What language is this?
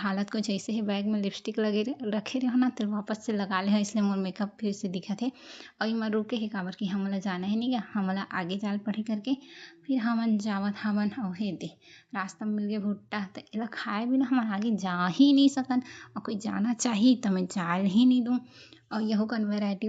Chhattisgarhi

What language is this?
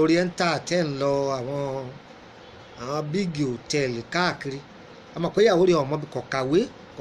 Yoruba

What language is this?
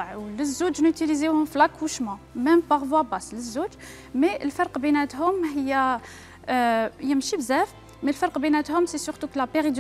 Algerian Arabic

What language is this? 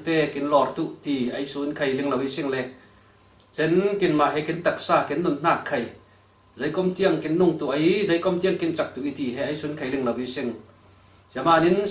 Falam Chin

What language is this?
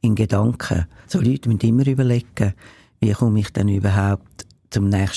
Swiss German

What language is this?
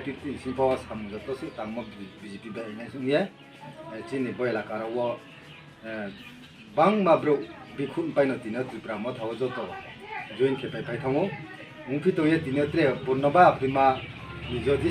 Riang (India)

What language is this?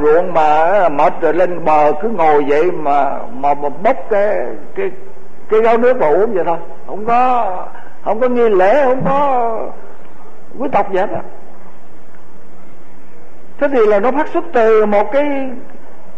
Vietnamese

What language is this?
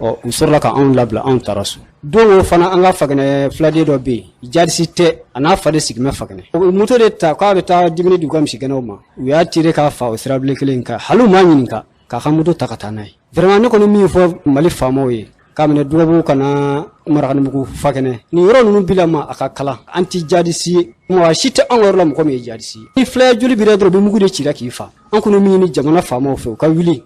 Bambara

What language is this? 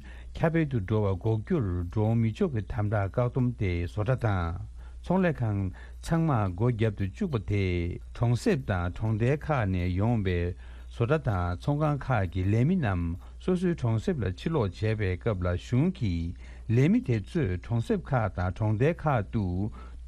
Tibetan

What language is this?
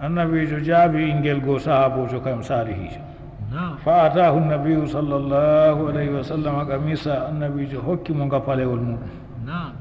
Fula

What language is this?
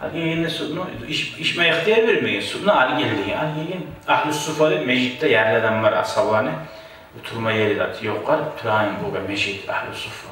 Kumyk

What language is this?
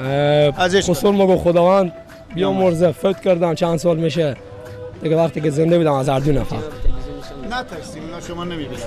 Persian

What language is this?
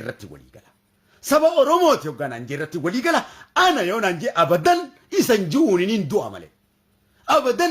Oromo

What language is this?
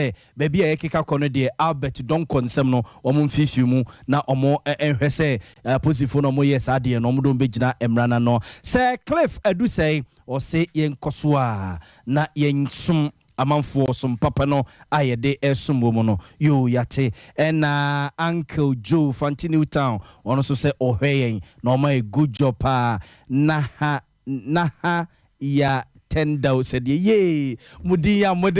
Akan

